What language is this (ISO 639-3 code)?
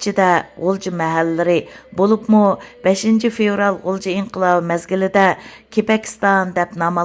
uig